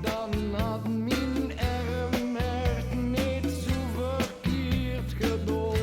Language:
Limburgish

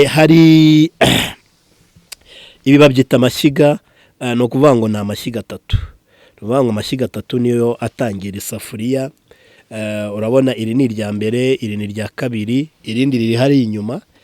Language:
Kinyarwanda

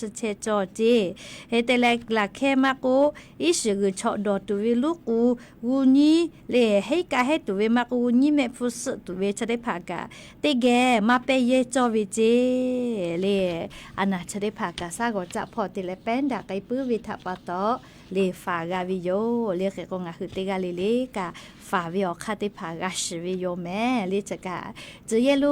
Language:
Lahu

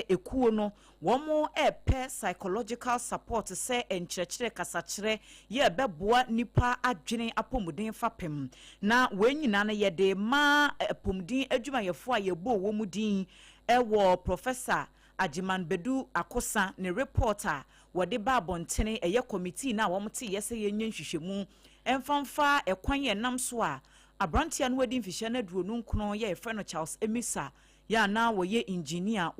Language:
Akan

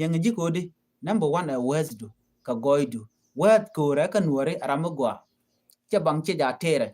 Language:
Nuer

